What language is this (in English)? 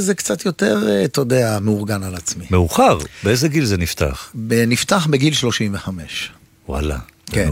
Hebrew